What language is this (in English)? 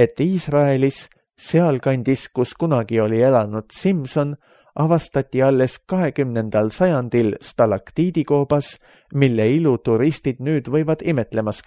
Estonian